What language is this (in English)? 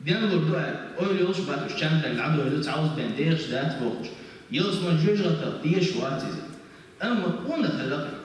Chechen